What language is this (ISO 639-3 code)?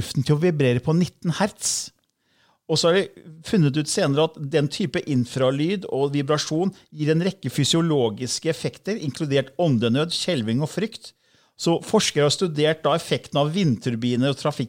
nor